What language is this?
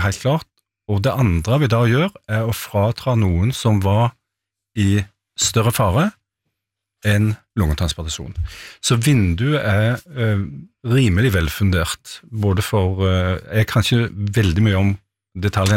Norwegian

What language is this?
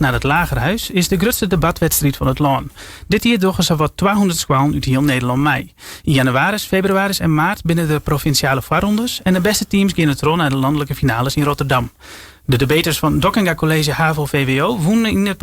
Western Frisian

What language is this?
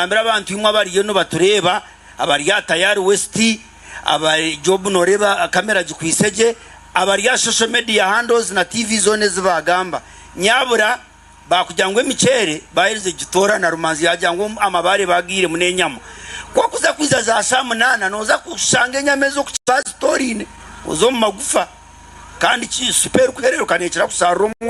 Nyankole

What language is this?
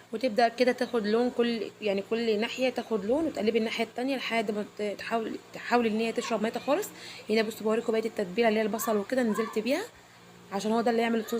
Egyptian Arabic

